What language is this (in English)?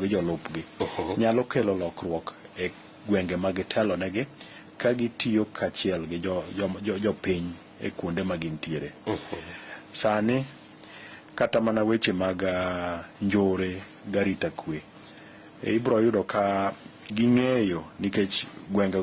Luo (Kenya and Tanzania)